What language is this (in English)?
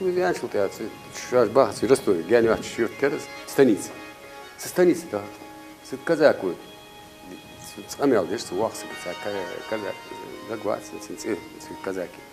Ingush